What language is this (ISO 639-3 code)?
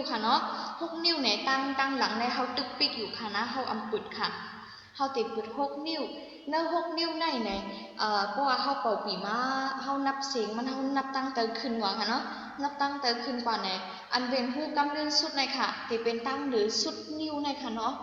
shn